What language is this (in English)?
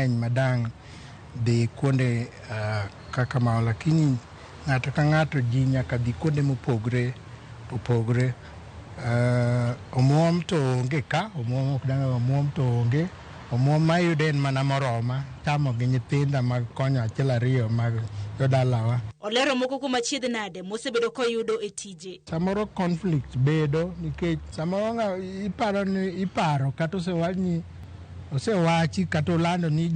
Luo (Kenya and Tanzania)